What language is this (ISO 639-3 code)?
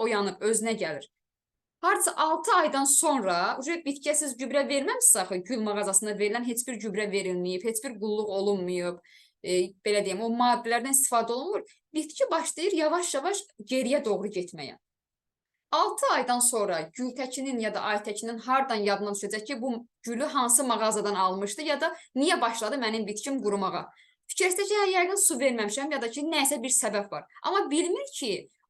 aze